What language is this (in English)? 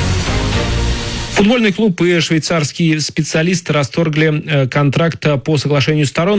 Russian